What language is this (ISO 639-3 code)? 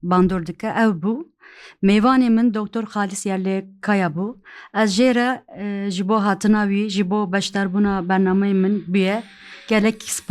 kur